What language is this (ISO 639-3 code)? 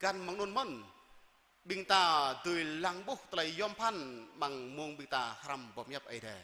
jra